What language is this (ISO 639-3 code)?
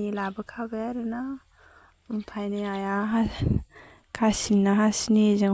brx